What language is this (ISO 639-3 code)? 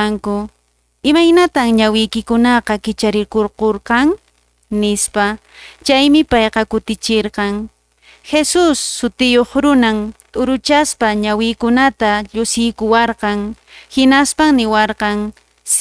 que